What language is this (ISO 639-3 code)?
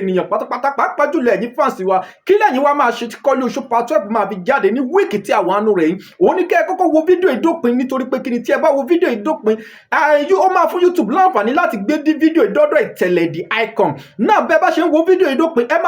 yor